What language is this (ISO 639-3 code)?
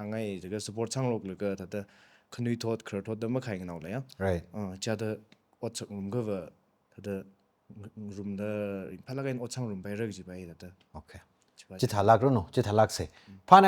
nmf